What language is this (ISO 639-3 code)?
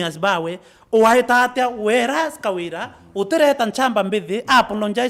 mer